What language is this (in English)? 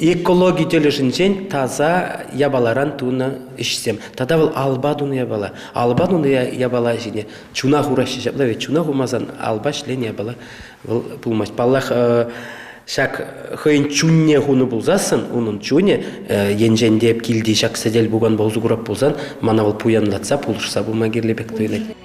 Chuvash